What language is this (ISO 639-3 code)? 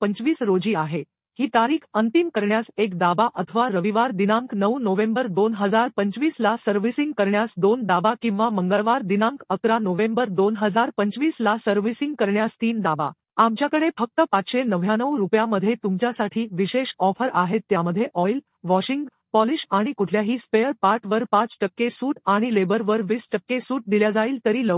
mar